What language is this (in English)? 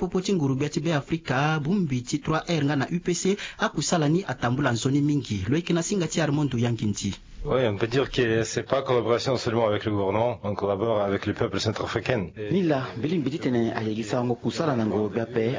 Sango